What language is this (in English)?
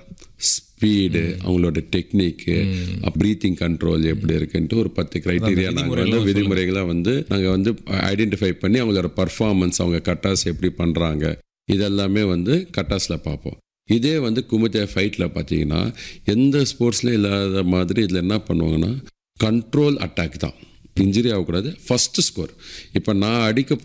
Tamil